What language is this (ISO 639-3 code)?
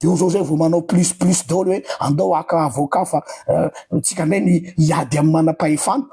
mlg